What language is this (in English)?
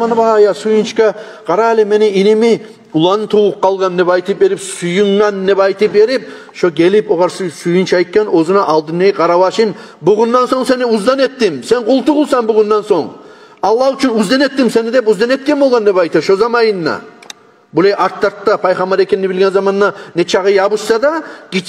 Kumyk